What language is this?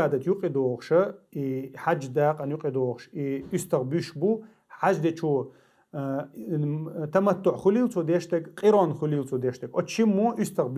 Chechen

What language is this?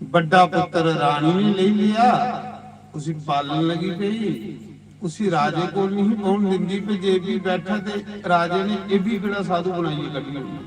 Dogri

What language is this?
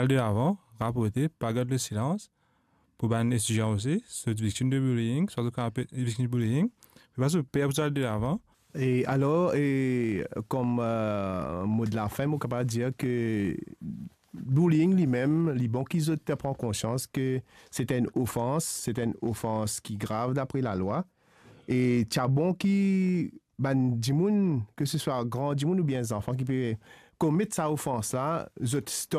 Morisyen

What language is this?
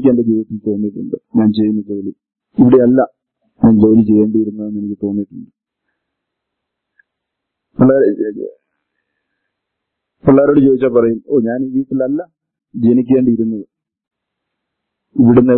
Malayalam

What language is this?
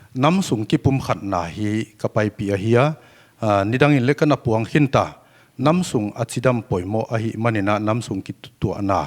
Paite Chin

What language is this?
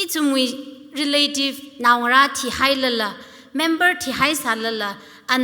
Tangkhul Naga (India)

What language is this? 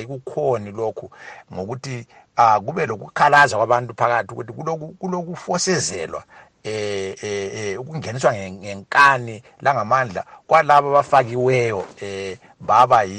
North Ndebele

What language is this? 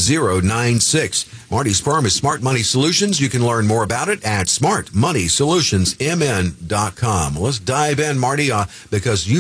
English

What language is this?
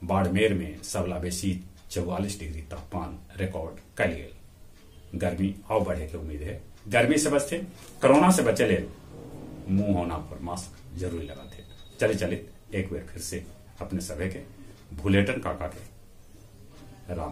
Magahi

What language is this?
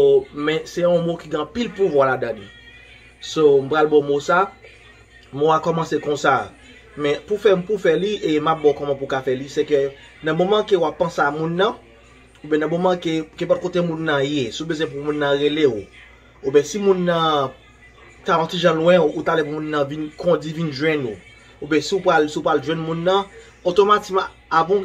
Haitian Creole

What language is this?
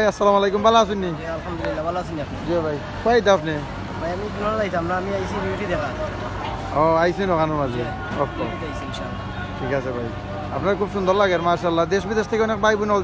Sylheti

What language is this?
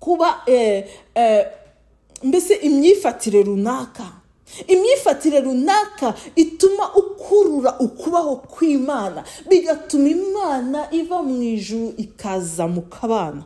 Kinyarwanda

